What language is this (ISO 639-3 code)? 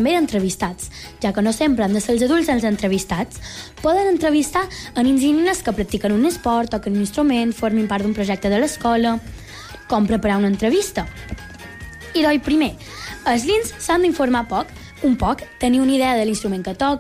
cat